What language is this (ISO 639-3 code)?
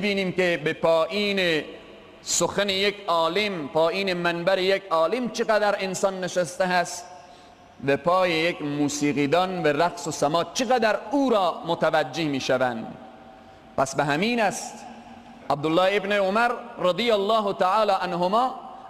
fas